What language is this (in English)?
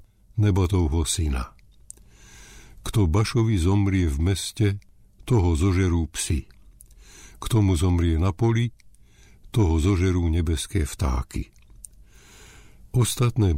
Slovak